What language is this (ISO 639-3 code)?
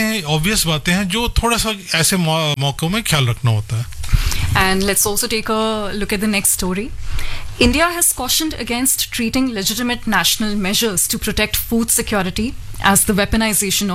hin